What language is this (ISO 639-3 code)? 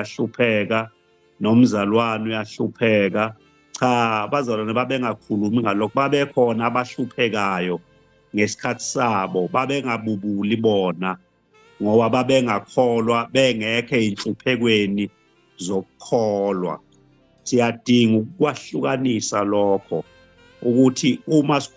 zul